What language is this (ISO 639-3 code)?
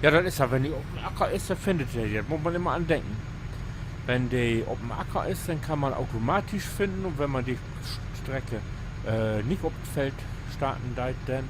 nds